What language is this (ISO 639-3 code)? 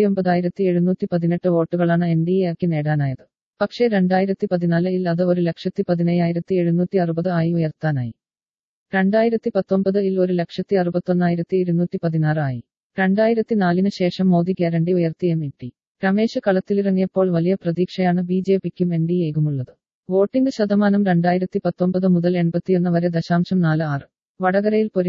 mal